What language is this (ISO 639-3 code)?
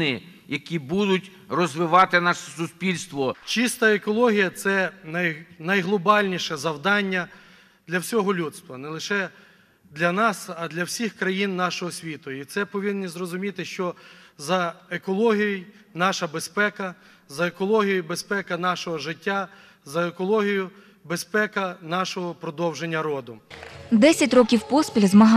ukr